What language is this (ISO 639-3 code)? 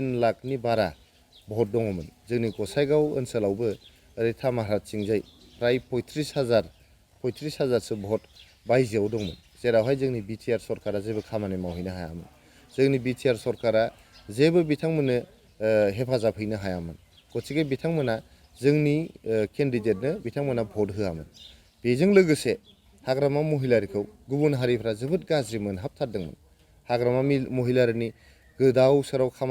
brx